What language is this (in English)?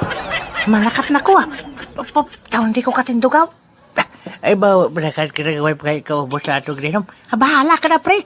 Hiligaynon